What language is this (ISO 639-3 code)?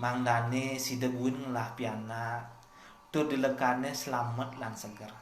ban